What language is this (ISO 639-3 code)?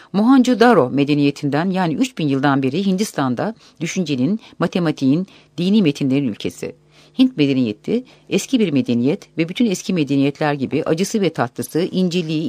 tur